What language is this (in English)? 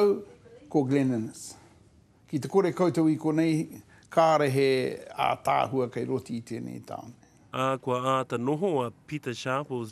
Māori